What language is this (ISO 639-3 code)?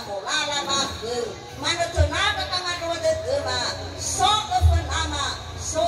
nia